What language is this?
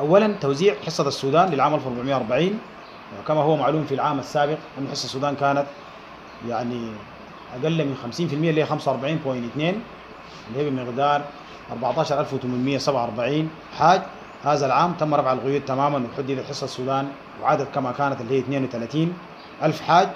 Sudanese Arabic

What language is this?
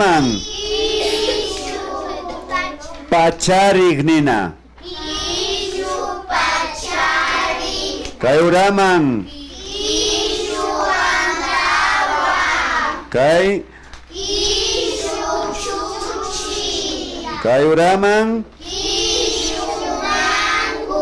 Imbabura Highland Quichua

